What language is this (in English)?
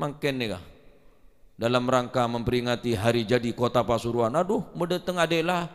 Madurese